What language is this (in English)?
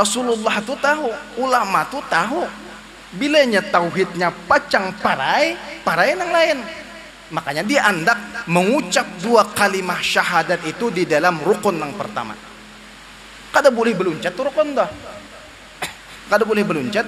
Banjar